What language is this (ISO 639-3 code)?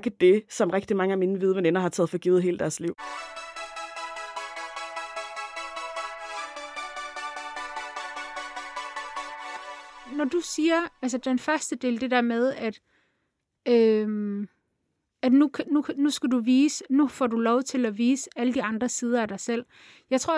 dan